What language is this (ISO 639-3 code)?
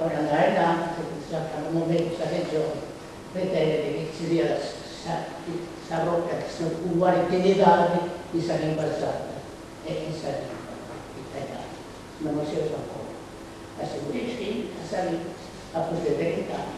srd